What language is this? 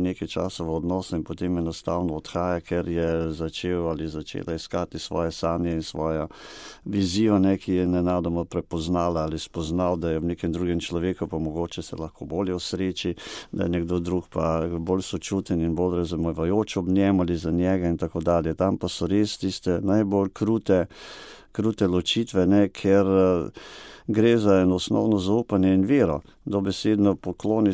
Slovenian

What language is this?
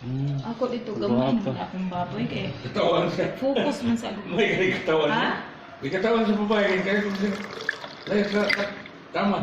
Cebuano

